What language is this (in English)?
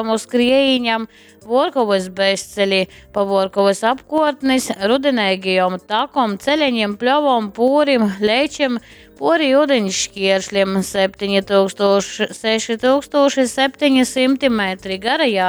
Latgalian